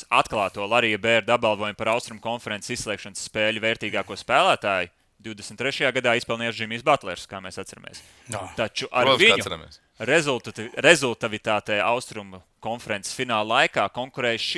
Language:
Latvian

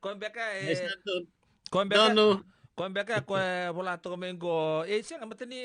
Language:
Fijian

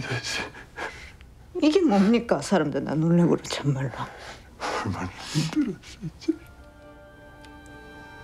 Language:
Korean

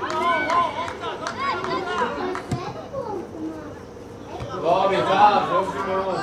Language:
Hebrew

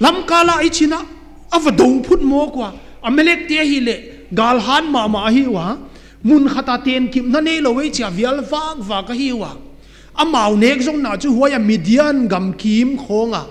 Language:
Paite Chin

